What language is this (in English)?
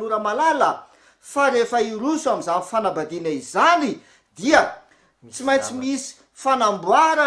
Malagasy